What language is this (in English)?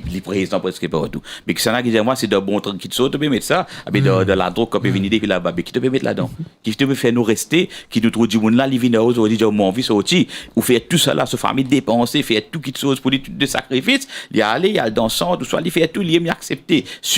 Morisyen